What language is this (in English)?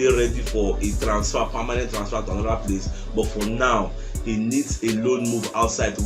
Nigerian Pidgin